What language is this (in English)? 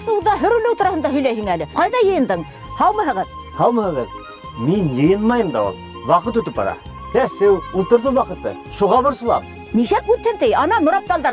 Bashkir